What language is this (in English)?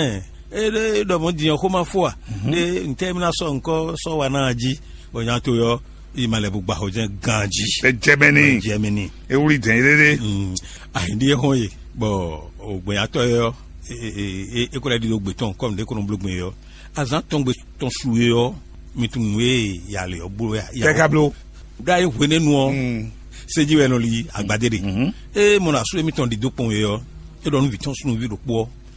Fon